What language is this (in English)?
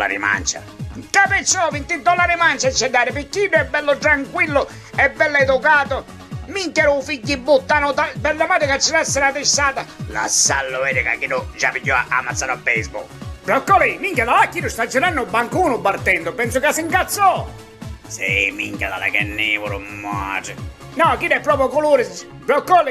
Sicilian